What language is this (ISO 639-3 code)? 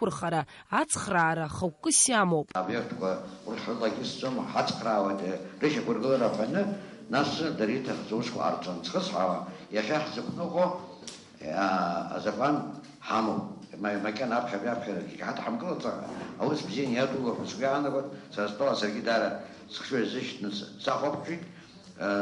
abk